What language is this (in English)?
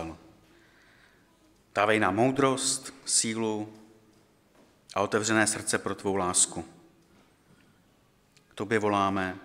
Czech